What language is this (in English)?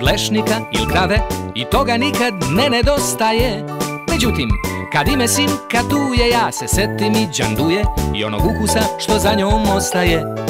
Serbian